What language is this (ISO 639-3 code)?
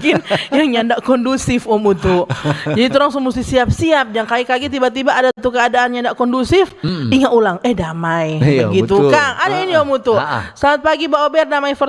xmm